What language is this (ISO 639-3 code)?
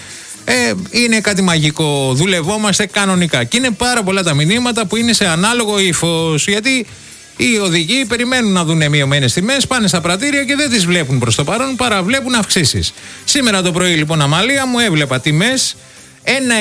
ell